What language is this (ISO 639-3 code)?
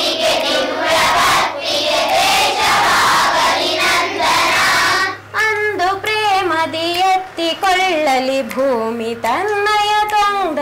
kan